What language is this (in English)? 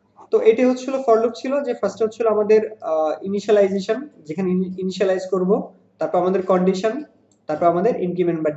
Bangla